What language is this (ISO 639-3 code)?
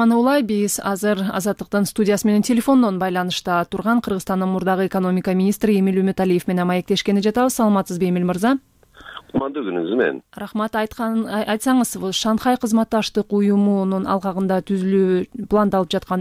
kir